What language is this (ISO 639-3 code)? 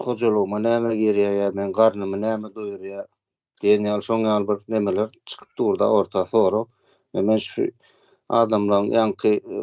tuk